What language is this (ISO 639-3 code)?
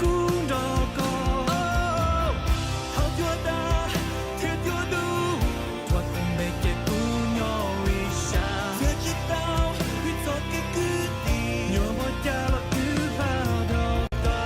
hmn